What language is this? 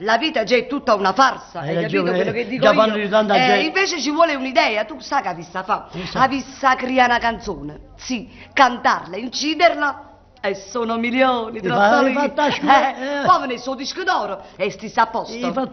Neapolitan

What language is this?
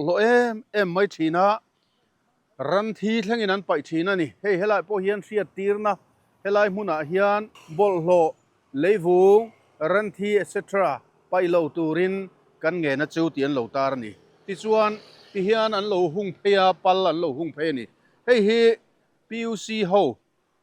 Mizo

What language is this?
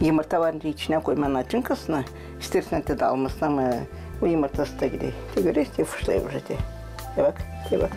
Gagauz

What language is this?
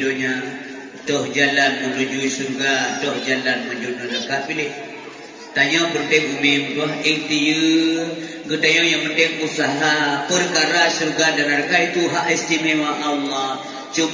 Achinese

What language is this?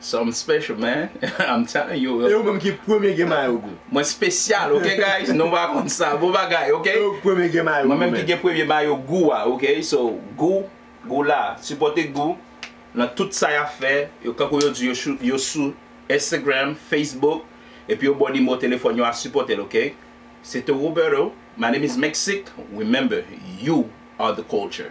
Haitian Creole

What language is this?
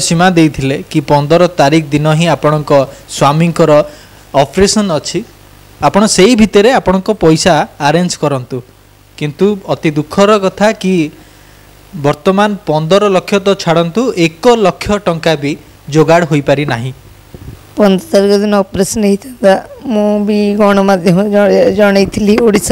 Odia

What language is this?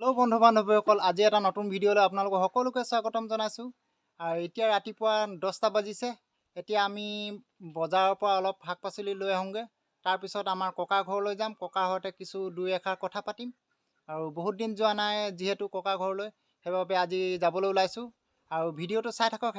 Assamese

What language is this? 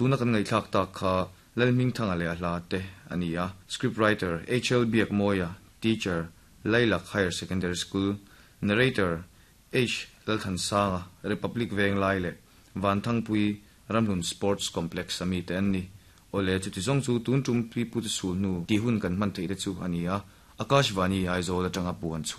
Mizo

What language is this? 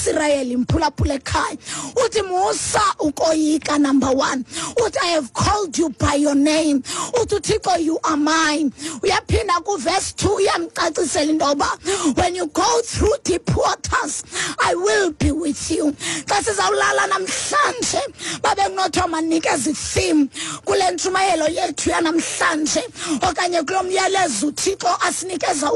Xhosa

